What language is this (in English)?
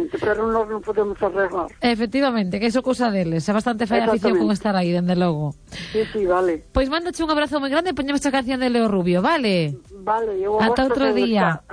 Galician